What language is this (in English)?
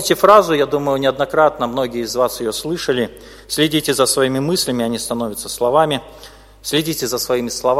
Russian